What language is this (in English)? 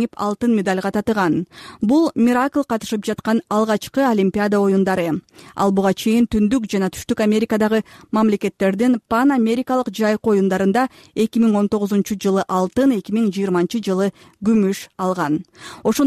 Kyrgyz